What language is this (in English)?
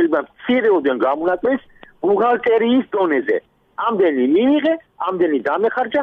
Georgian